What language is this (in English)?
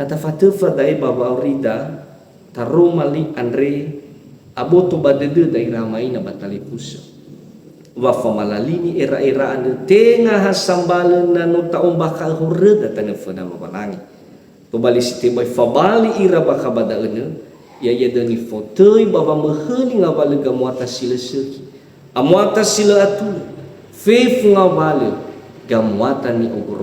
Nias